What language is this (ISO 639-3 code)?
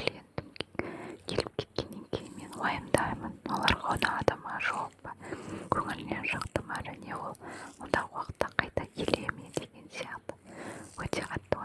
kaz